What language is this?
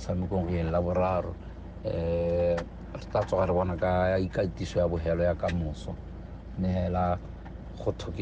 Tswana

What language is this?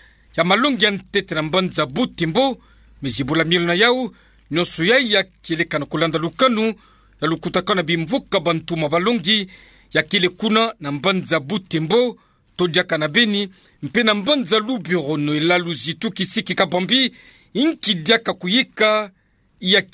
Kituba (Democratic Republic of Congo)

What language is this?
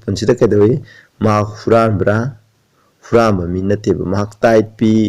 Manipuri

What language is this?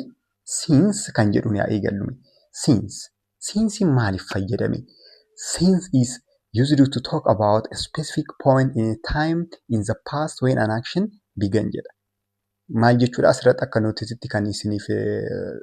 Oromo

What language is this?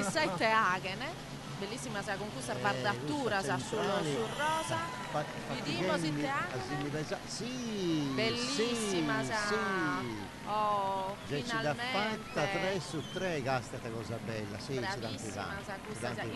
Sardinian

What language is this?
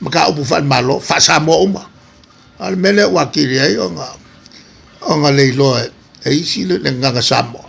Samoan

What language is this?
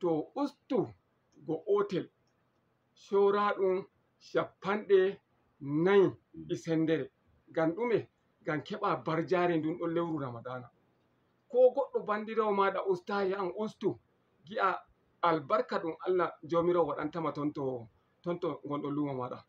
Fula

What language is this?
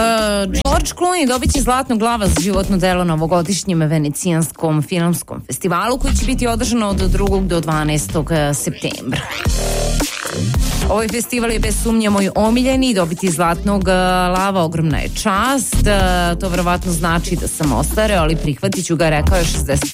Serbian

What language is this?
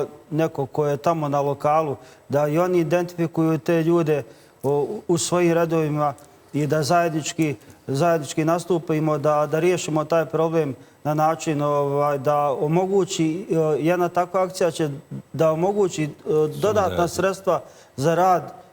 Bosnian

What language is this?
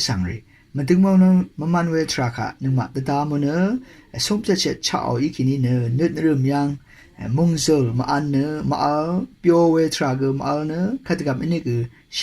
Rawang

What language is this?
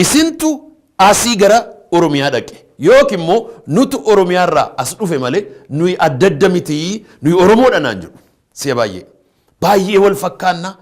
Oromo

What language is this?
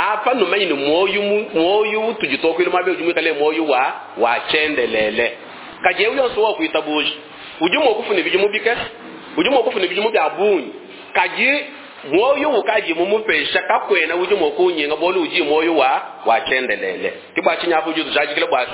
Luba-Lulua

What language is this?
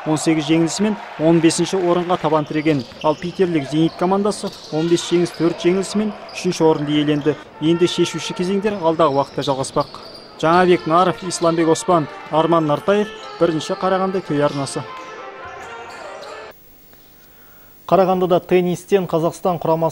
Kazakh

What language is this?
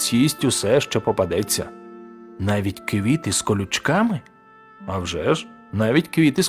Ukrainian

